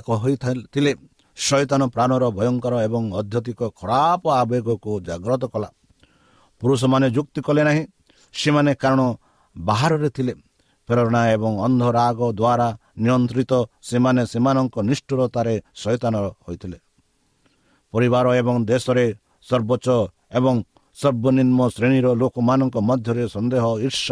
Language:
Odia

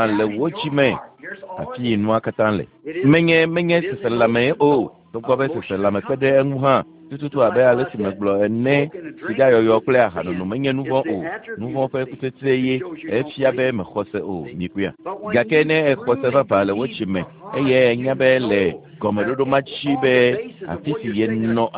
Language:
Ewe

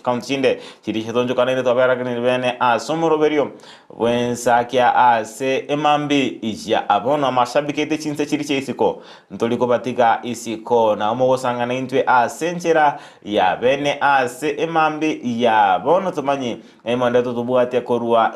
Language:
Gusii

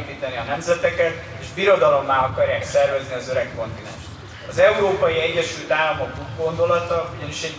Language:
Hungarian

